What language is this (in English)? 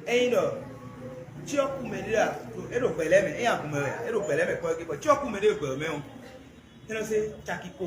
Fon